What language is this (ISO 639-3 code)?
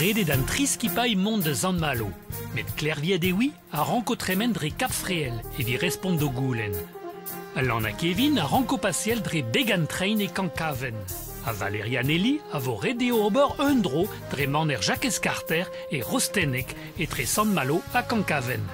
bre